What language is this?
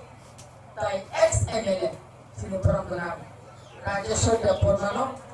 Kok Borok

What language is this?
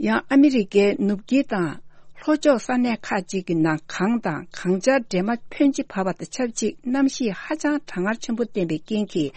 Tibetan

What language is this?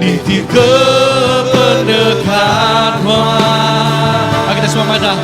Iban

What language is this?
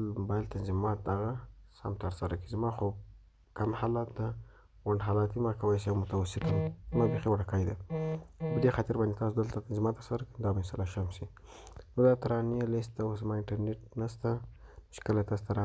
Pashto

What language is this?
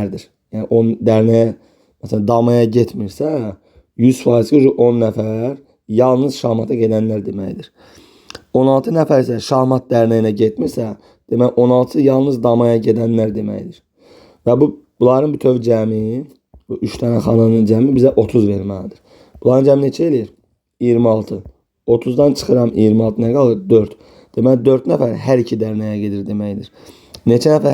Azerbaijani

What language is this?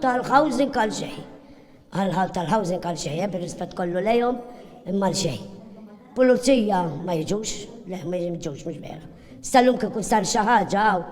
Maltese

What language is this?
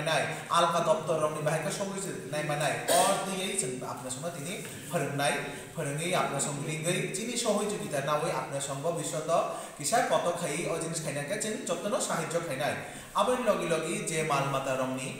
Kok Borok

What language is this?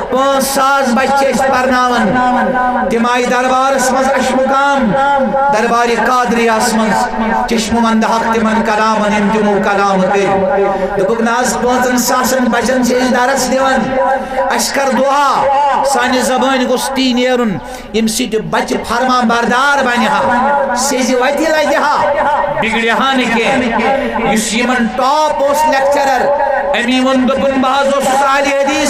Kashmiri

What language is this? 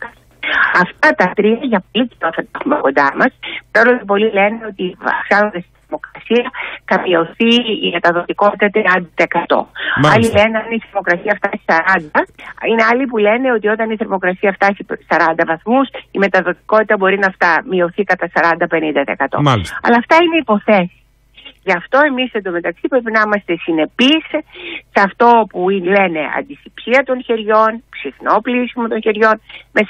Greek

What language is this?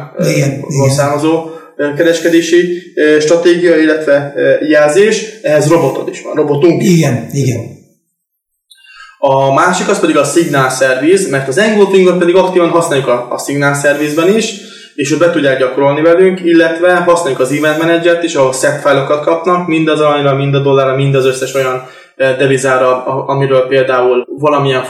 Hungarian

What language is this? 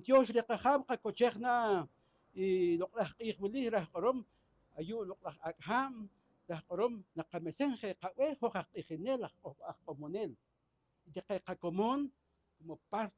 Poqomchi'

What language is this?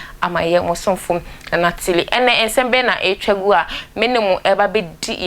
Akan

